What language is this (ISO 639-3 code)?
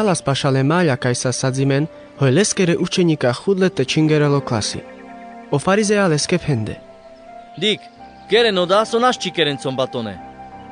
rmc